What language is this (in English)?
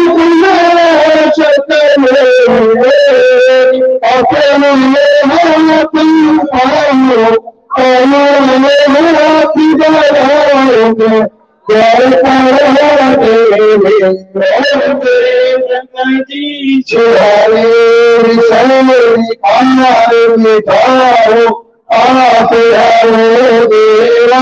Hindi